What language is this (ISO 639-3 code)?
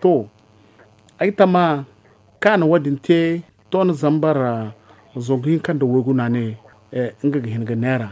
dje